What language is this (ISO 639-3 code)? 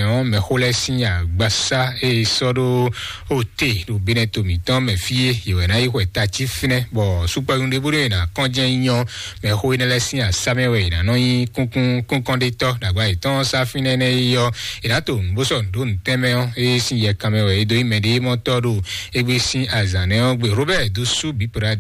fon